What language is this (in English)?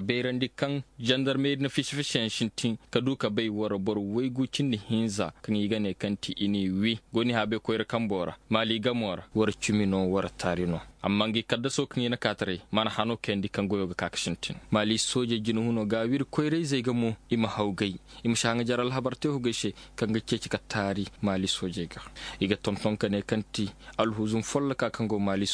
Zarma